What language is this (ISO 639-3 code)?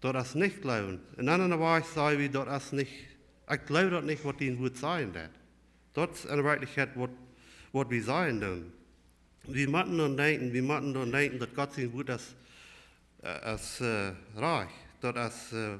pdt